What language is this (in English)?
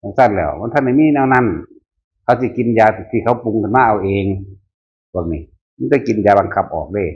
Northeastern Thai